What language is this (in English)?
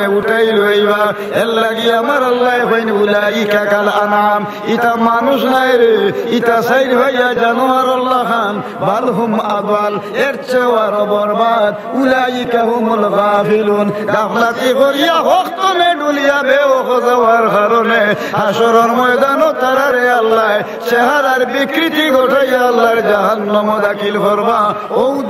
Sylheti